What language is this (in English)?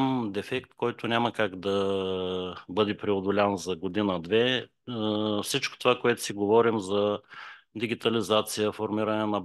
Bulgarian